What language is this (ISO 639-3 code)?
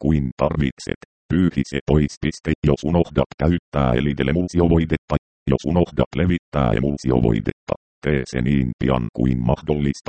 fin